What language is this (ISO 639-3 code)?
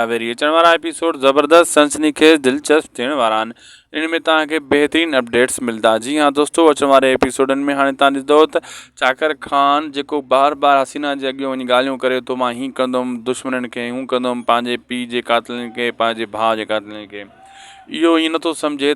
snd